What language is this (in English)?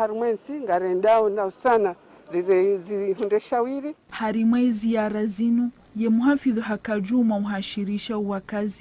Ngazidja Comorian